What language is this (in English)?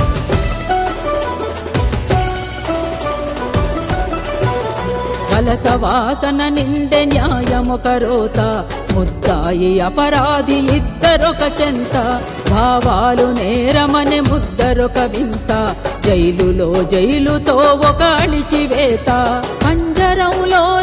Telugu